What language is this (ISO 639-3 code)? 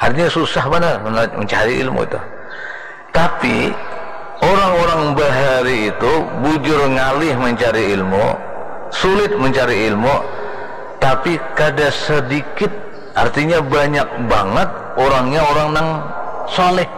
bjn